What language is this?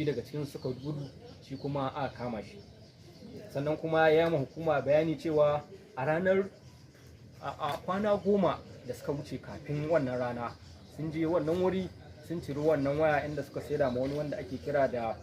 Hausa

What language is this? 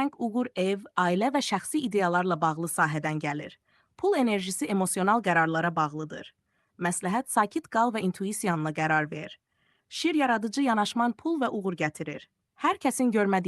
Azerbaijani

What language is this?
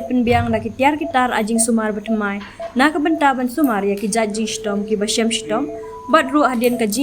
Khasi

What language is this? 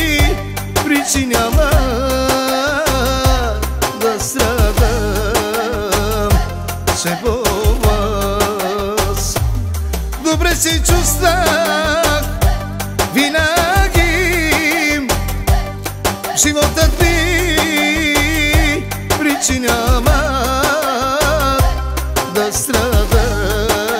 Bulgarian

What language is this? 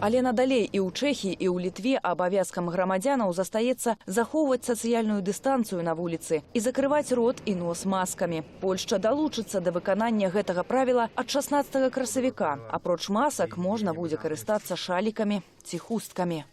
Belarusian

